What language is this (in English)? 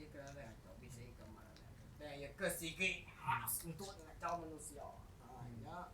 Iban